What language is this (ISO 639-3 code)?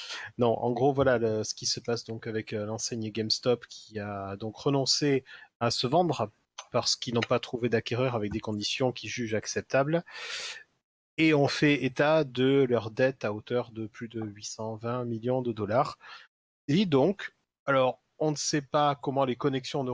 fra